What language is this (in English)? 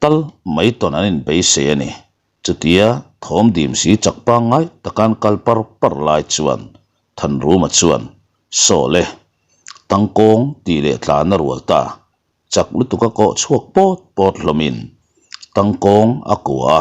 Mizo